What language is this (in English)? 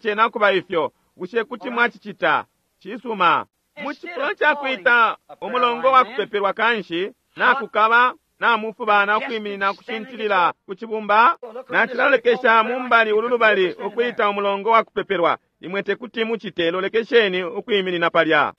Bemba